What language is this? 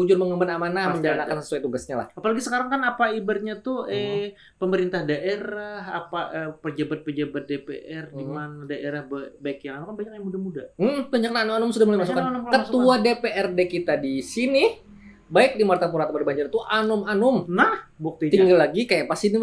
Banjar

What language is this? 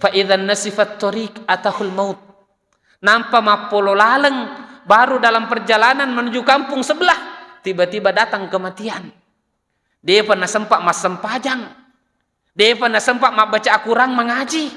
Buginese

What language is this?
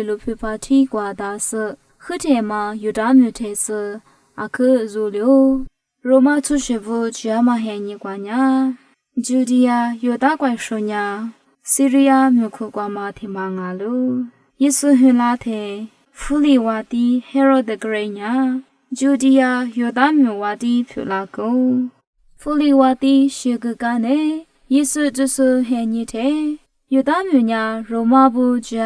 Lisu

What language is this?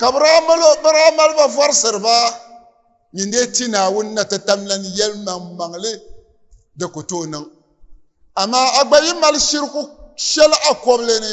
Dagbani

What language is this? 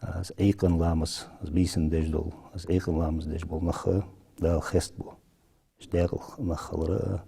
Ingush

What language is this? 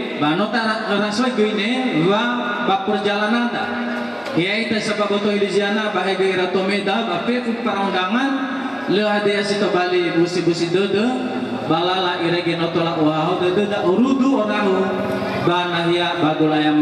Nias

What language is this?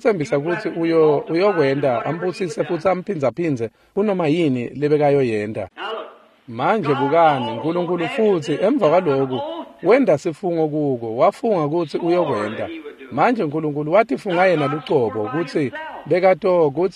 Swati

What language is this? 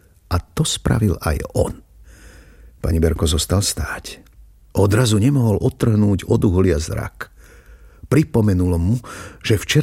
Slovak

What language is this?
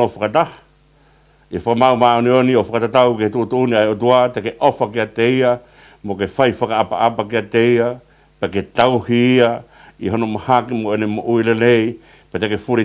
Tongan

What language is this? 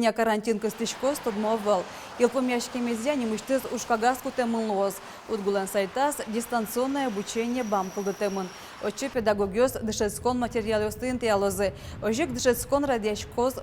Udmurt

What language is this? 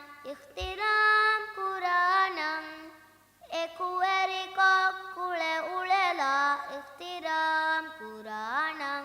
Divehi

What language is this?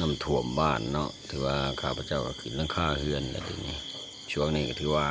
Lao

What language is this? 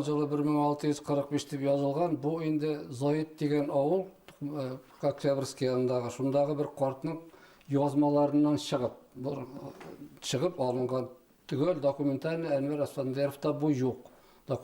Bashkir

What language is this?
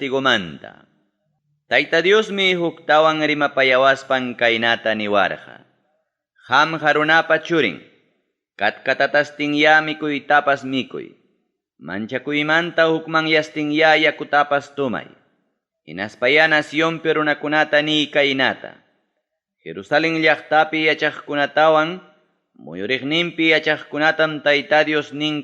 Ayacucho Quechua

